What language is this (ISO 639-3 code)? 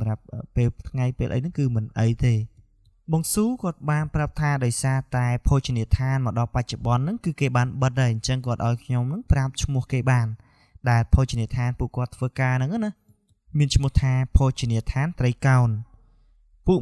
khm